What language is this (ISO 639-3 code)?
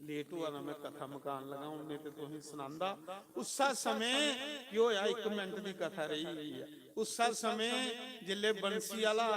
doi